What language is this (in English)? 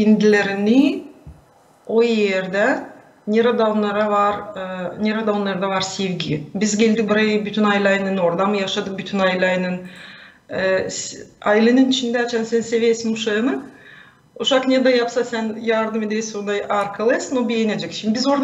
Gagauz